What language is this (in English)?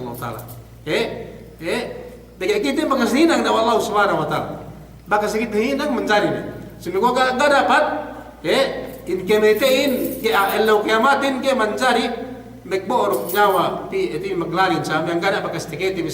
Yakan